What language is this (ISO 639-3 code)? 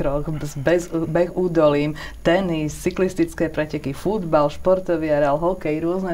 slk